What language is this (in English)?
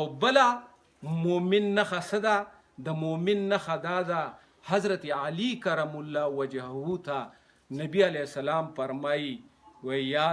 Pashto